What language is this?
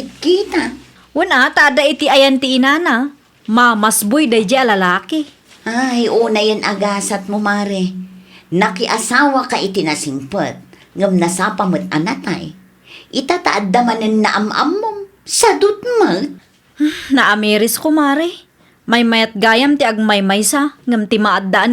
Iloko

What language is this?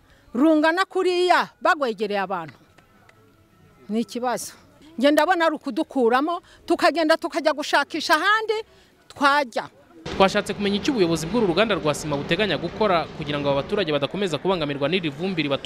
Kinyarwanda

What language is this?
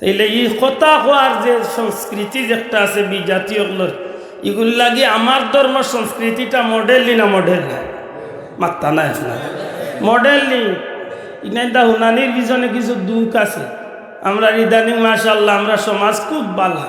Sylheti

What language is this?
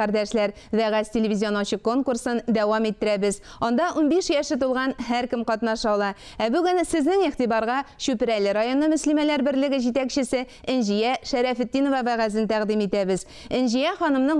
Tatar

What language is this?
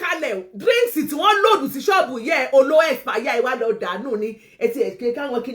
Yoruba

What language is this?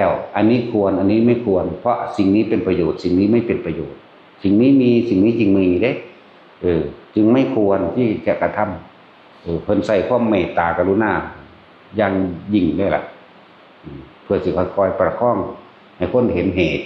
Northeastern Thai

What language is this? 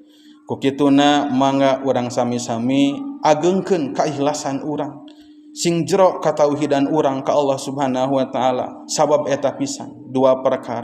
Sundanese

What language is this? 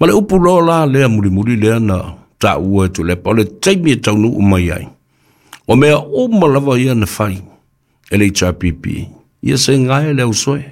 Samoan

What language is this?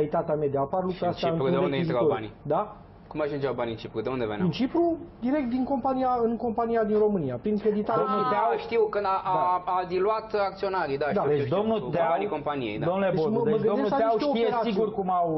Romanian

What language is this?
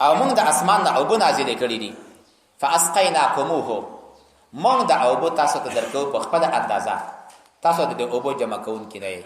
Pashto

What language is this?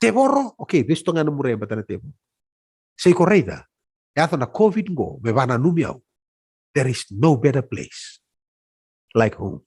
Fijian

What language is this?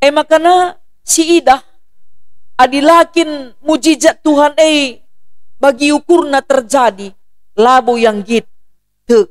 Batak Karo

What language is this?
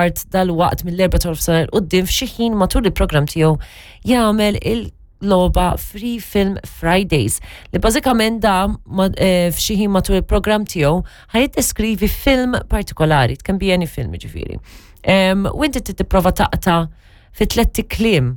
Maltese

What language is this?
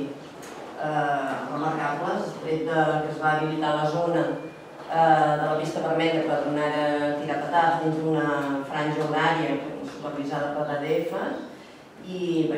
Catalan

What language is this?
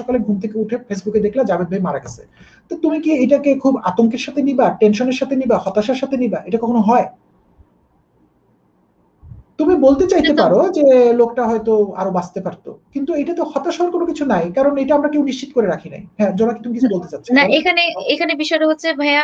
Bangla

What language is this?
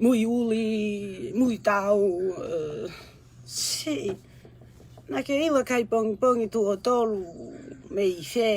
Tongan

